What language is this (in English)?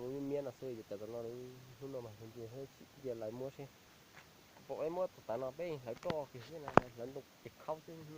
Hmong